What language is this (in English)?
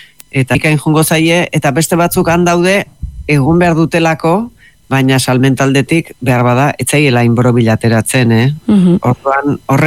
Basque